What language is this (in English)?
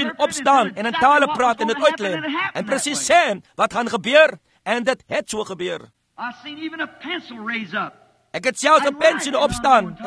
Afrikaans